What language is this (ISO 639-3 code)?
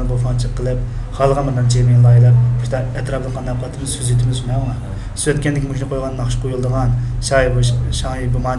uig